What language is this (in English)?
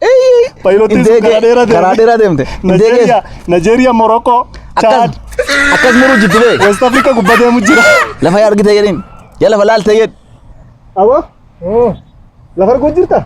Oromo